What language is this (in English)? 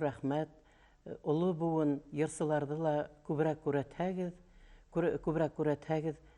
Bashkir